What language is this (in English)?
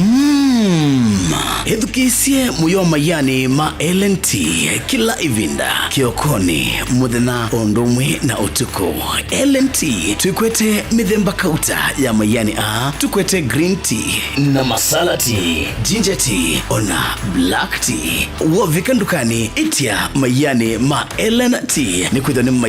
Kamba